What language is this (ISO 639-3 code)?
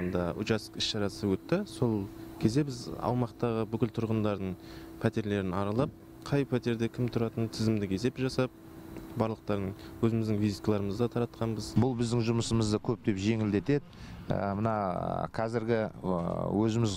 kaz